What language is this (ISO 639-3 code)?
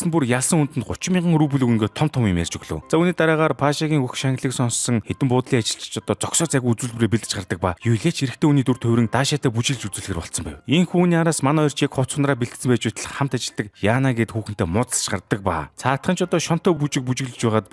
mon